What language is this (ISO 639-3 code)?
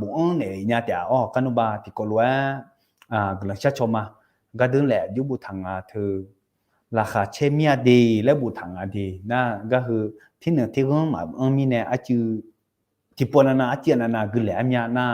ahk